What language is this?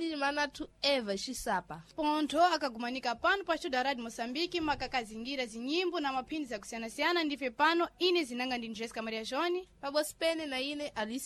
Sena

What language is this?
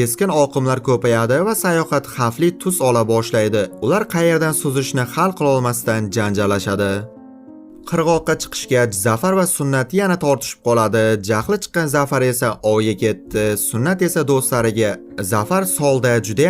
Uzbek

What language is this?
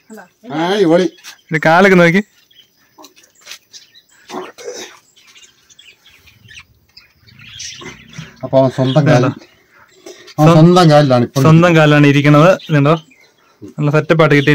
Malayalam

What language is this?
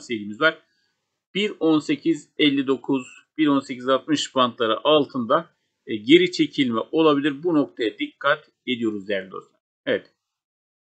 Turkish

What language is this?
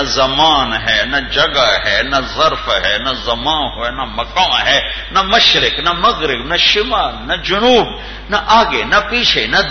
Urdu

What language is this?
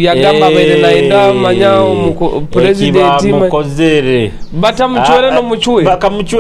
Nyoro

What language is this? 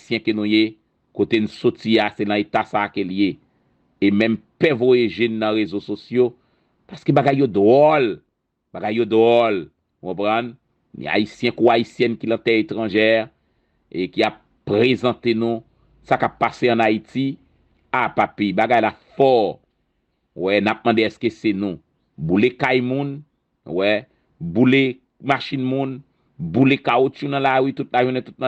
Haitian Creole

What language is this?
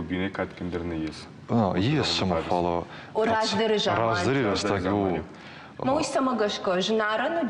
Ossetic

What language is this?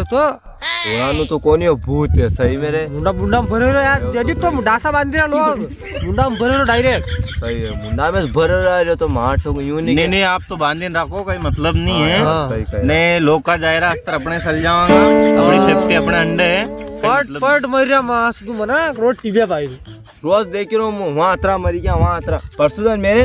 Rajasthani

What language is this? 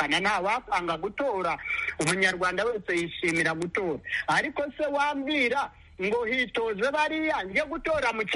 Kinyarwanda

